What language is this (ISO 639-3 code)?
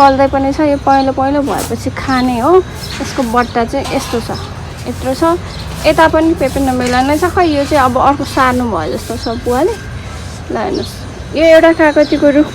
nep